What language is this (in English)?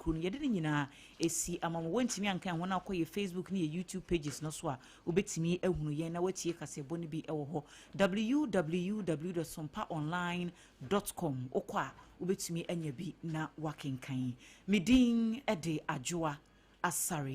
Akan